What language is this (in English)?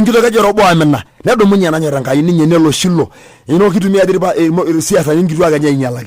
Masai